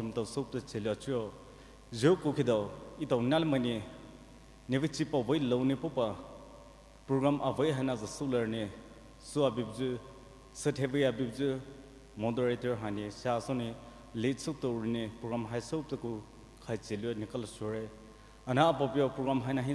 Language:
Poumei Naga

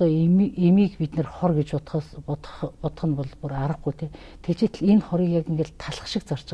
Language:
Mongolian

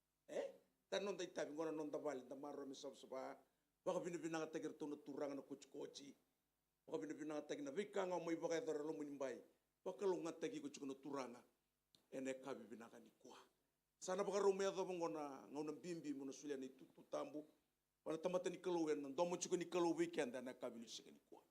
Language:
Fijian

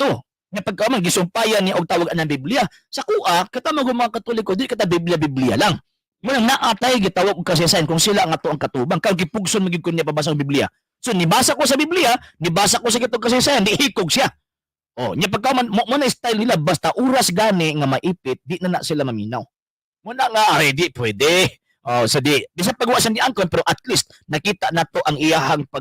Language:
Cebuano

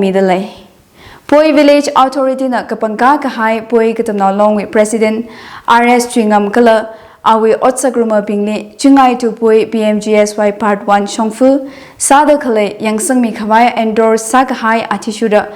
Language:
Tangkhul Naga (India)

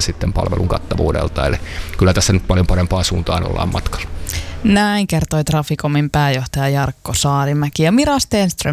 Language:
Finnish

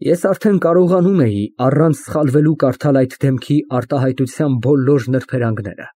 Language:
Armenian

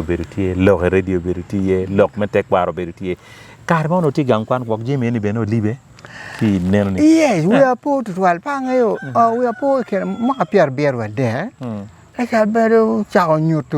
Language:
Acoli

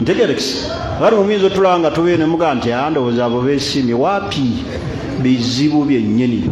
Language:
Ganda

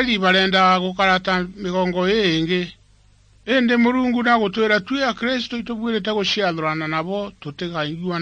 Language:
Meru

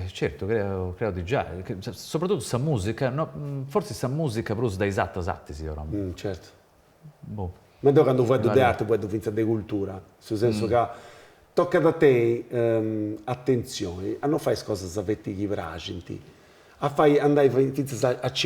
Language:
Sardinian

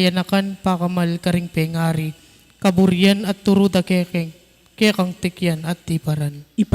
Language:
Pampanga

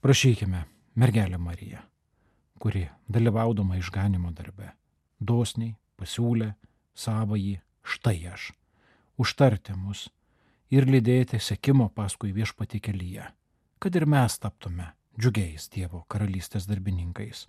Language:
Lithuanian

